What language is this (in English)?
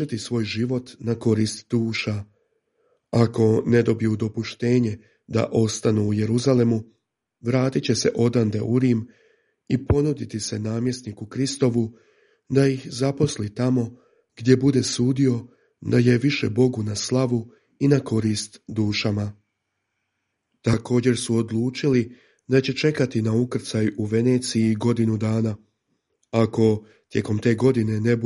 Croatian